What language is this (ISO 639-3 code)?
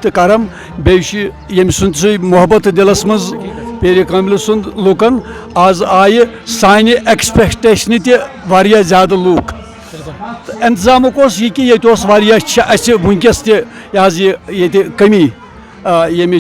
kas